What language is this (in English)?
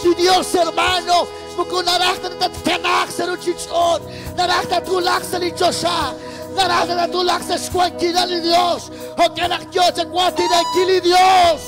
Kekchí